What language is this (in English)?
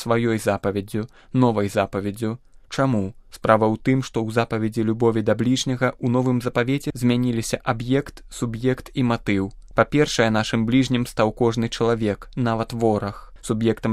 Belarusian